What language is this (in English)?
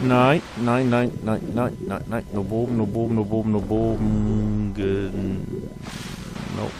Low German